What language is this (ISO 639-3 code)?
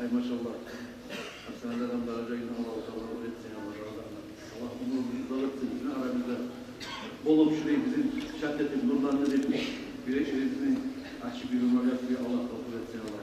kum